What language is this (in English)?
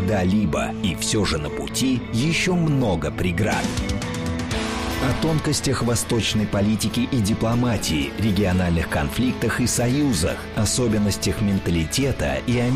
Russian